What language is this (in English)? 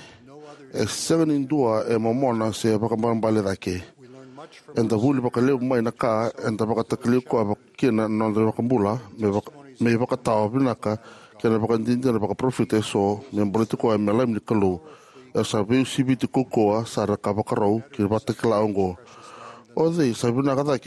Fijian